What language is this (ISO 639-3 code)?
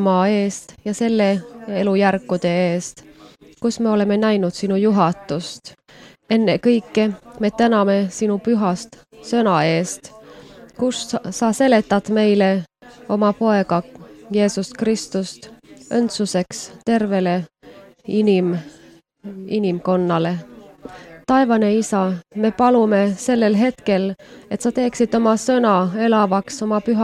est